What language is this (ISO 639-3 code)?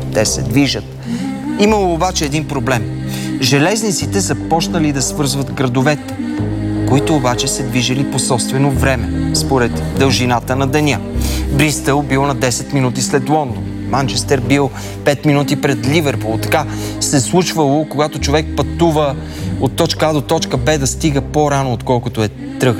bul